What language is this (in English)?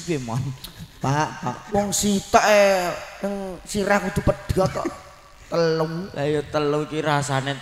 Javanese